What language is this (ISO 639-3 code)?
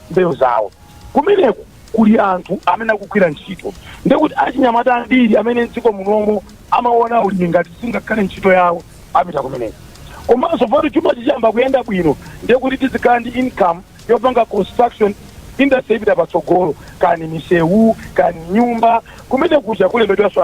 nya